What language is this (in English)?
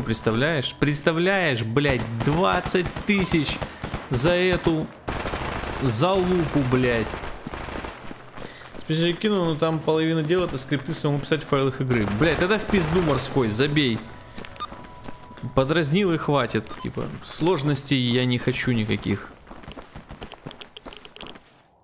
Russian